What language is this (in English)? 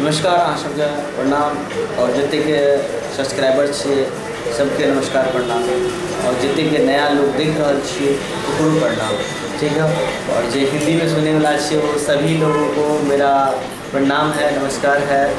Maithili